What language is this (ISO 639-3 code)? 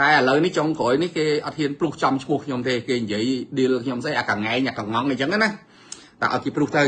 khm